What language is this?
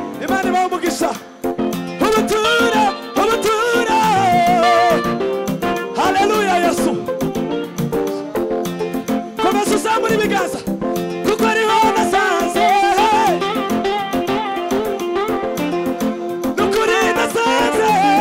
Kinyarwanda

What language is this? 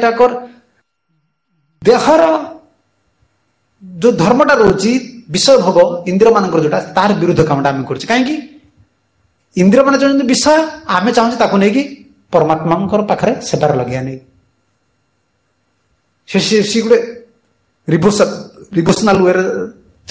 Odia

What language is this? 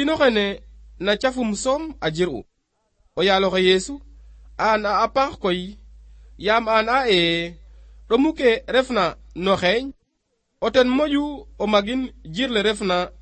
Serer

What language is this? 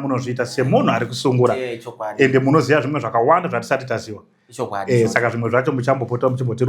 Shona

